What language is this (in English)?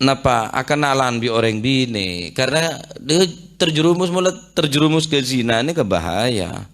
Madurese